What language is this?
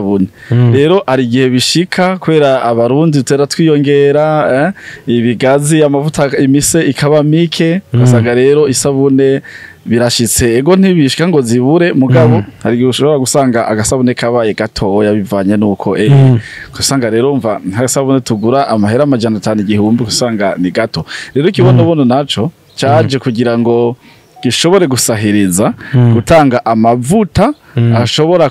Rundi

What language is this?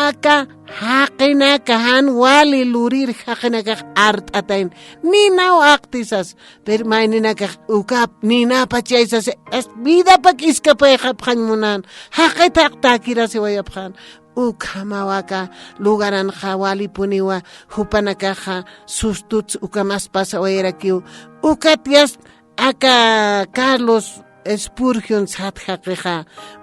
Aymara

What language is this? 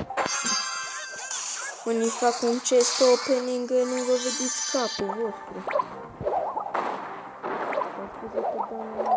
Romanian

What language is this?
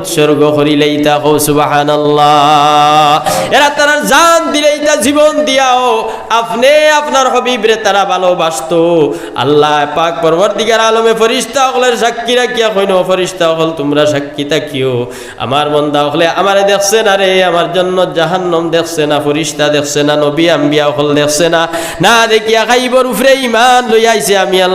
Sylheti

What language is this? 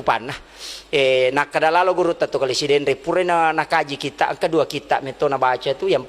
Buginese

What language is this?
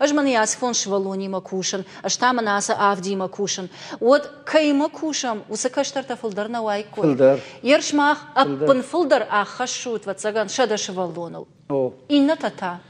Ossetic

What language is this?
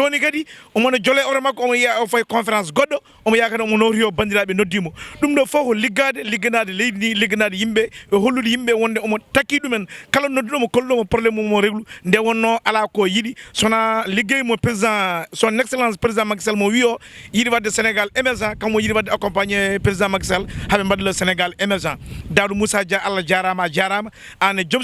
Fula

